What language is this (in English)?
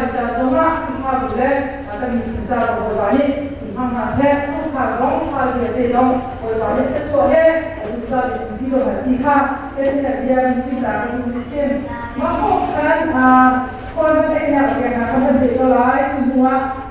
Hakha Chin